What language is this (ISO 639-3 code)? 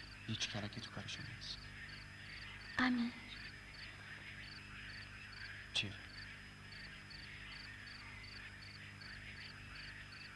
fas